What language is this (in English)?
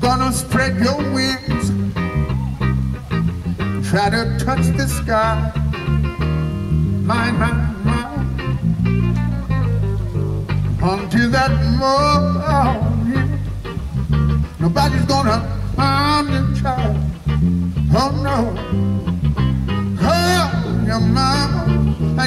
English